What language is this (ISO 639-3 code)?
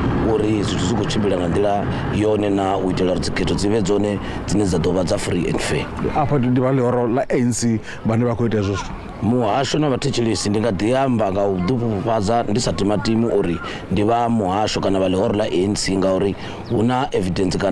ven